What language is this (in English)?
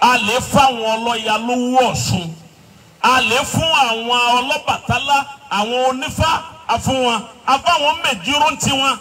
Yoruba